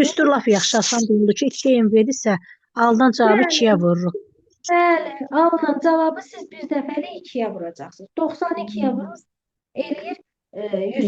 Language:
Azerbaijani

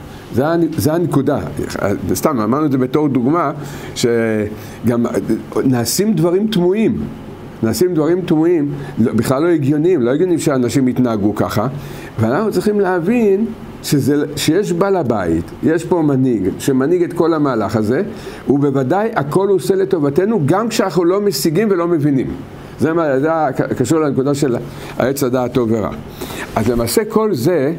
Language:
Hebrew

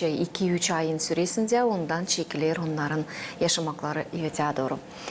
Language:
Gagauz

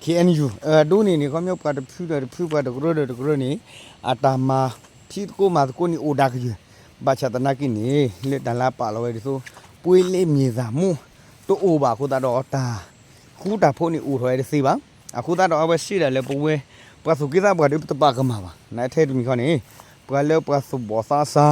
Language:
S'gaw Karen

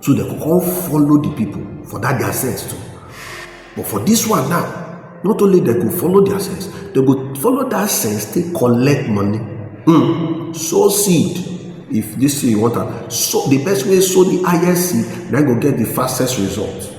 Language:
Nigerian Pidgin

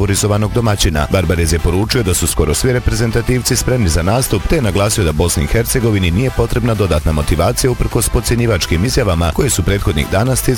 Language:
Bosnian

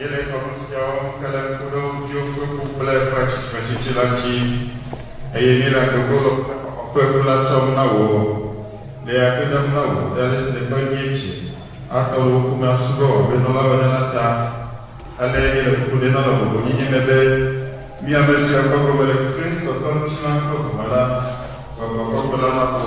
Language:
Ewe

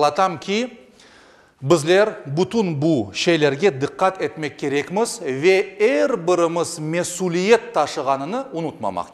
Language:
Crimean Tatar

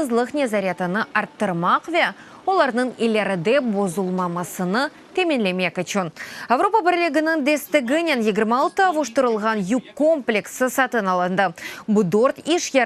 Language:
Crimean Tatar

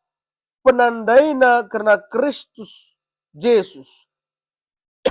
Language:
Batak Karo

